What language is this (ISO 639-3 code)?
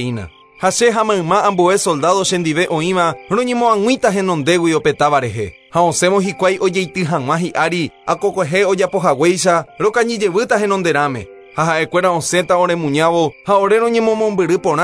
grn